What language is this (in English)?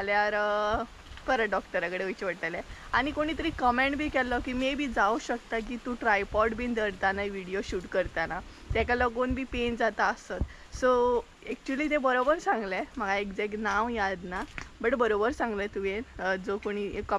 Konkani